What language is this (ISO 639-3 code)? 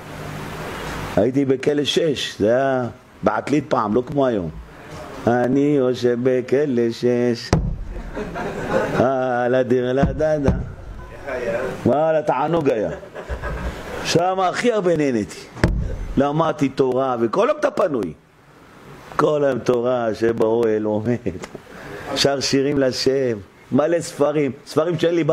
heb